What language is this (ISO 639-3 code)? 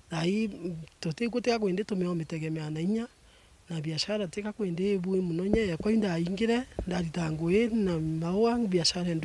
mer